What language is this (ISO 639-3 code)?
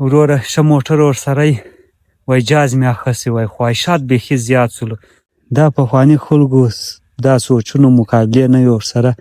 pus